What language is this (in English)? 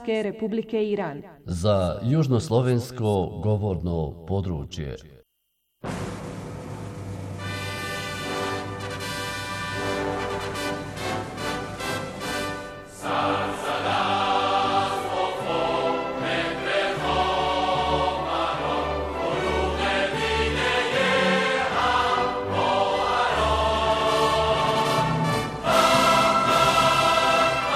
Bosnian